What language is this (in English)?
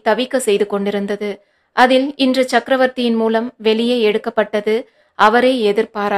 Tamil